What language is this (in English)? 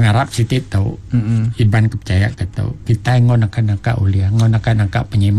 Iban